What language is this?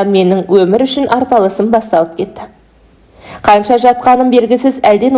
Kazakh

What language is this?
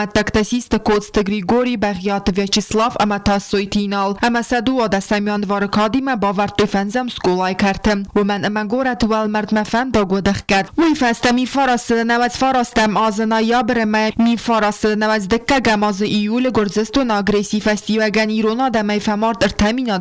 Ossetic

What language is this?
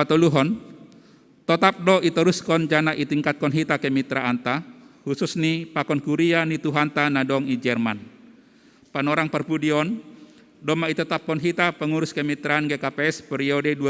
Batak Simalungun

